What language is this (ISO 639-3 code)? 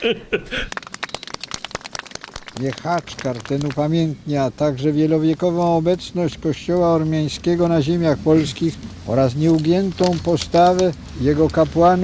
pol